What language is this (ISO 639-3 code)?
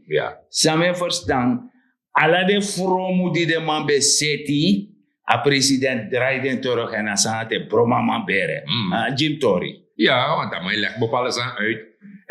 srn